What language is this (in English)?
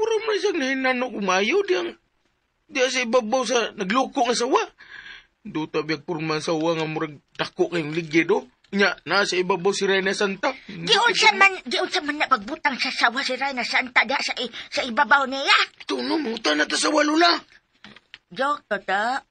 Cebuano